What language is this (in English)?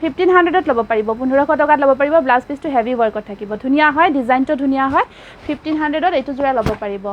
Assamese